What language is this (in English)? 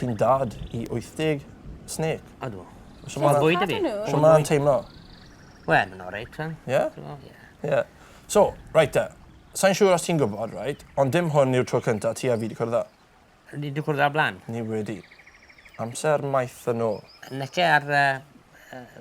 Welsh